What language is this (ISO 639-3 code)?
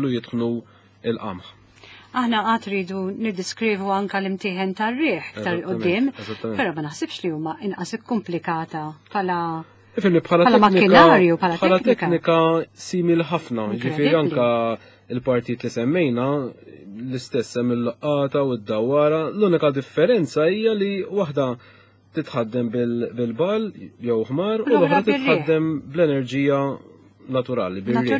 mlt